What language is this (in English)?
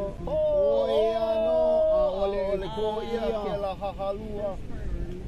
Hawaiian